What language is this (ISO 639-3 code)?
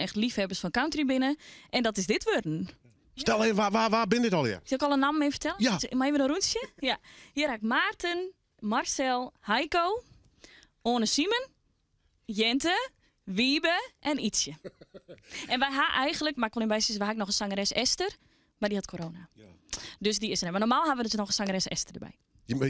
fry